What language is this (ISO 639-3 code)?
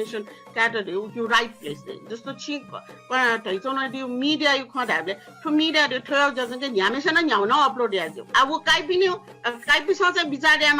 new